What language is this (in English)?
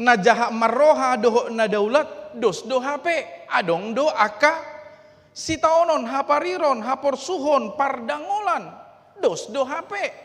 Batak Toba